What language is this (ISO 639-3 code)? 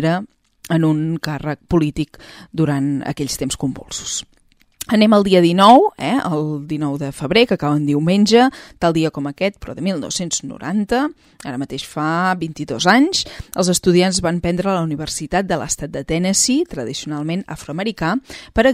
cat